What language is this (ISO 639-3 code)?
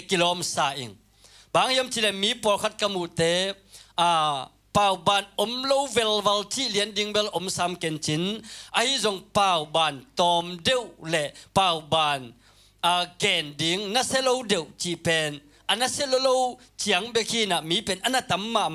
ctd